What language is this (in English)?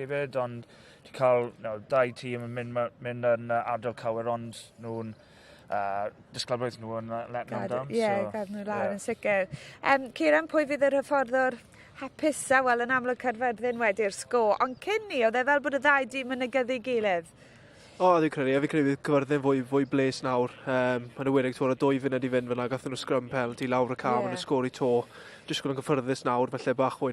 Welsh